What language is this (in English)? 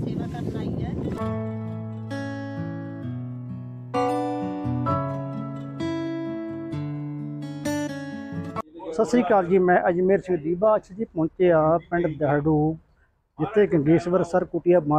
Punjabi